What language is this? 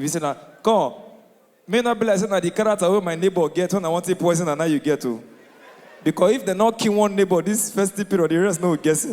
Nigerian Pidgin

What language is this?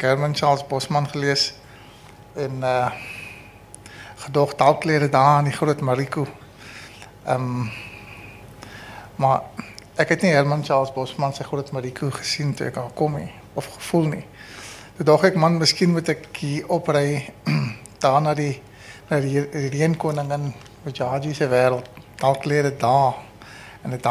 Afrikaans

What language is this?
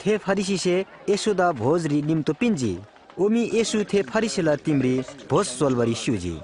Eastern Tamang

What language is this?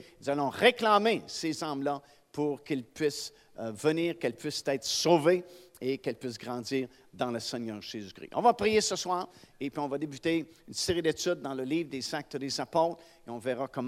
French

